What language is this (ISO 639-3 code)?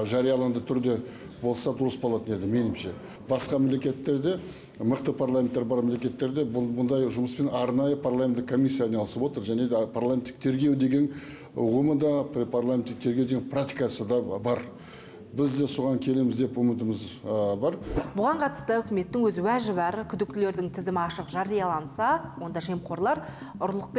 kaz